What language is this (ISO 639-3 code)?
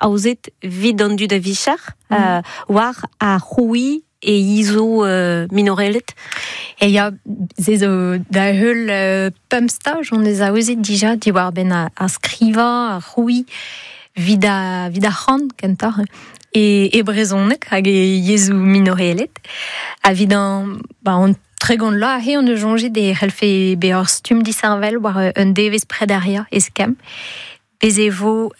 bre